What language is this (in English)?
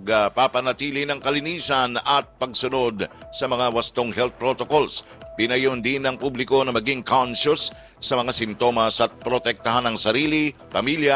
Filipino